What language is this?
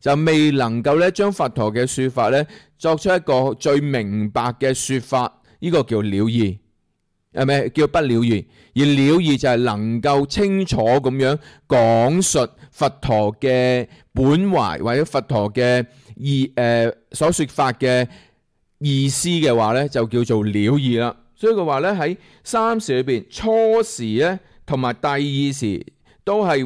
Cantonese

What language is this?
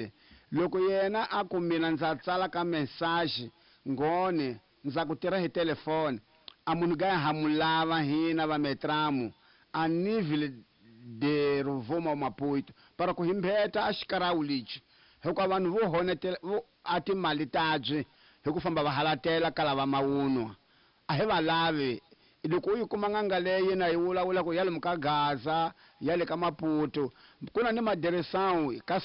Tsonga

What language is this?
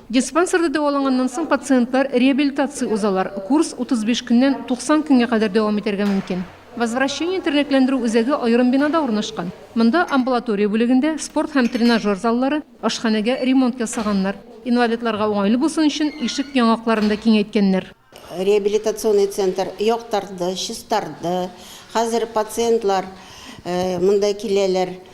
Tatar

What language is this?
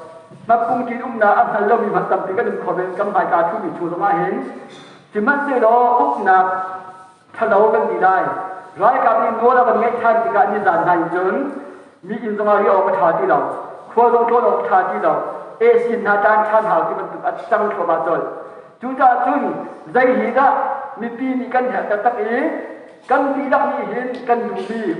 Hakha Chin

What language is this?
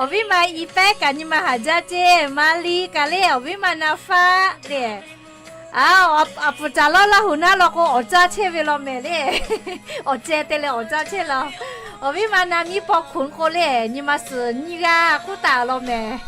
Lahu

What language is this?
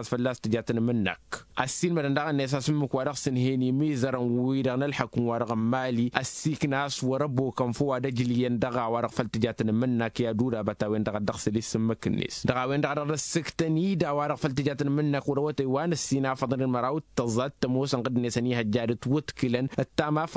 Tamasheq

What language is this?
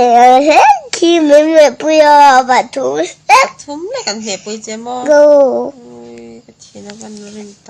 Mizo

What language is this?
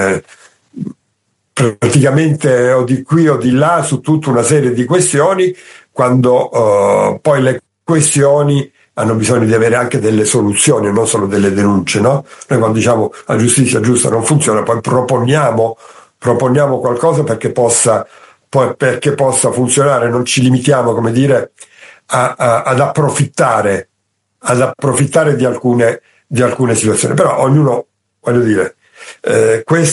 Italian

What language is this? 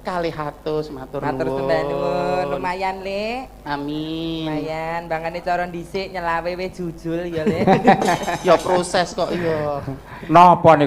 Javanese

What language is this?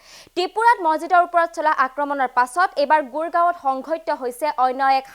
Assamese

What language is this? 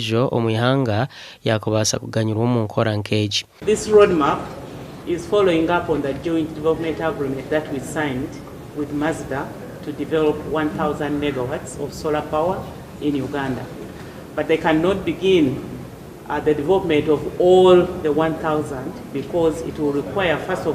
Nyankole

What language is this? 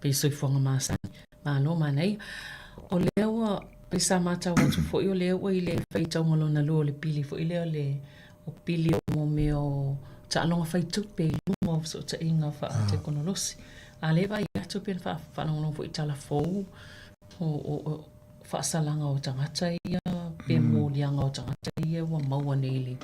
Samoan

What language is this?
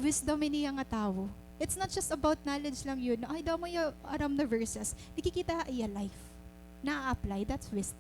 Waray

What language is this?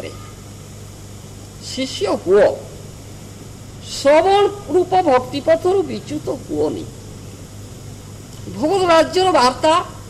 Odia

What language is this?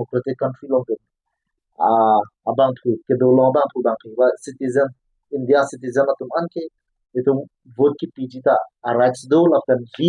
Karbi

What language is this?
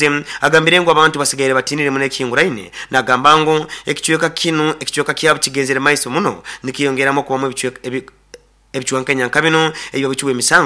Nyoro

